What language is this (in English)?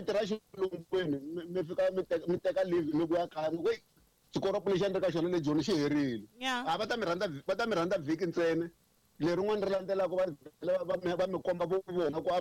Tsonga